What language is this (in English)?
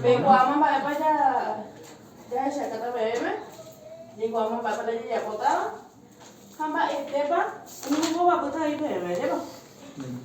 Guarani